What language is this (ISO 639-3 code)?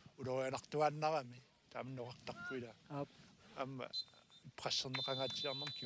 kal